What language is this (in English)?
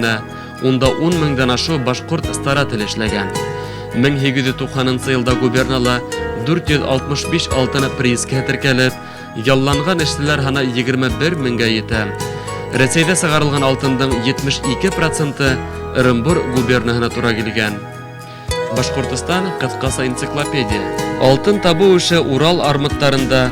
Bashkir